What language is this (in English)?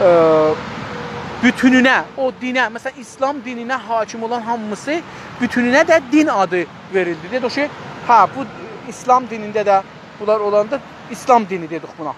South Azerbaijani